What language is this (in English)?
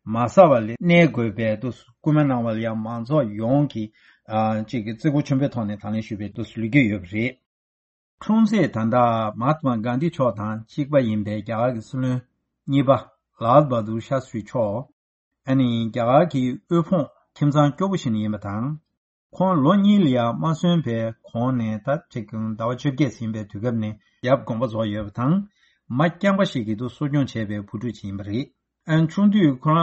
Tibetan